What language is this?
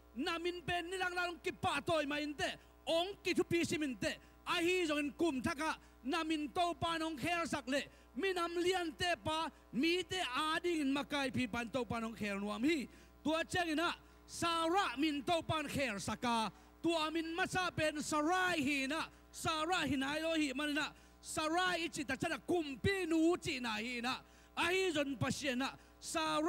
Tedim Chin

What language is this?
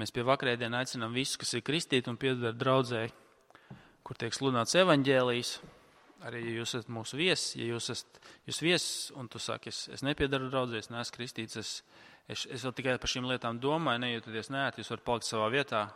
Latvian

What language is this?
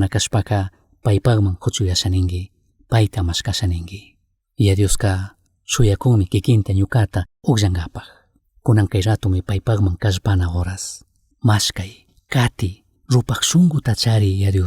Chimborazo Highland Quichua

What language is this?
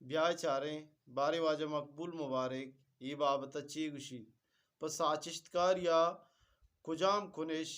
Eastern Balochi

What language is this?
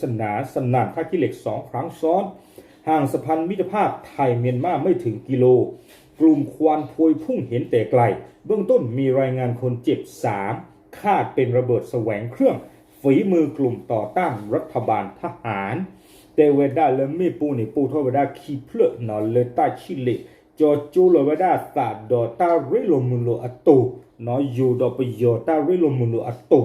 S'gaw Karen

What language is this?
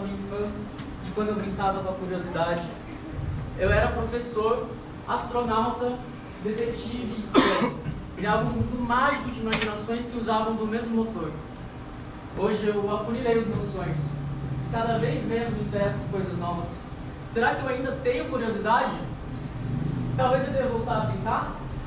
Portuguese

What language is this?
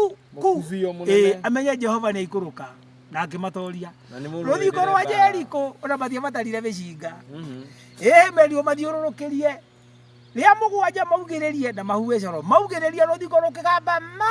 Kikuyu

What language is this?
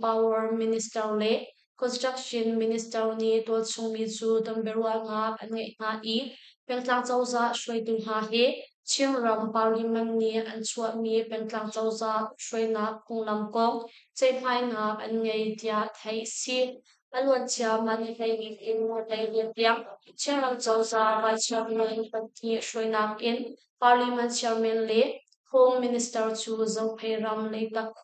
Hakha Chin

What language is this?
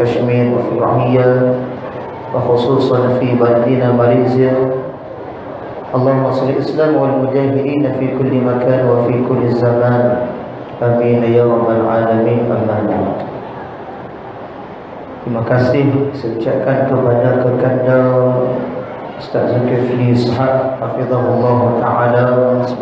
Malay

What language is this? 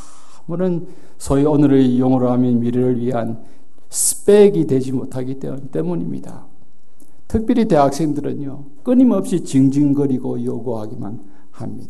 Korean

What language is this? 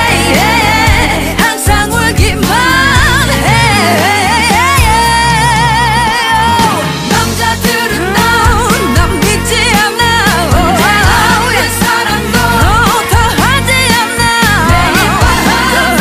Korean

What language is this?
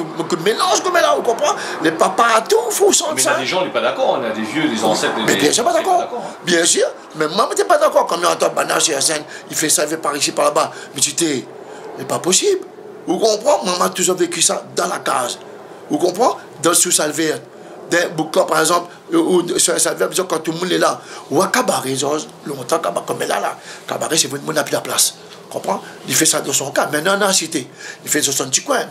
Réunion Creole French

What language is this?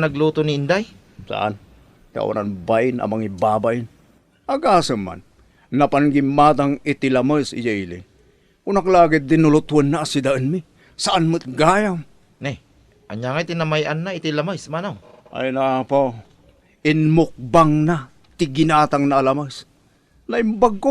Iloko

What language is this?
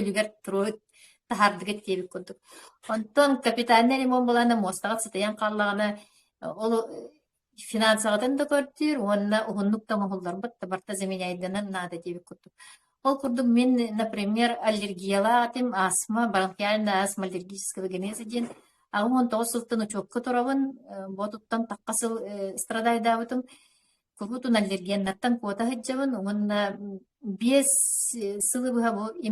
Yakut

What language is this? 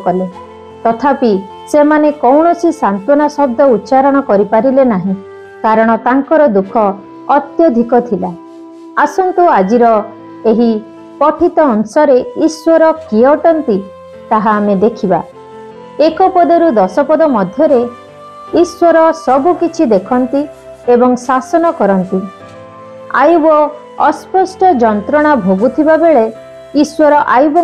Odia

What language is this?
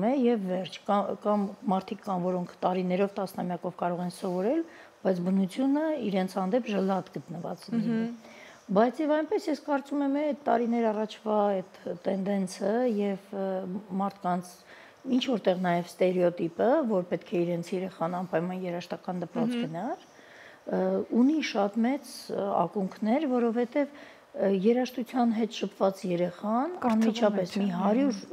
Armenian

